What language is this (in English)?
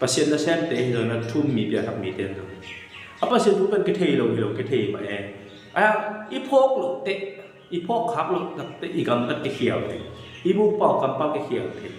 Tedim Chin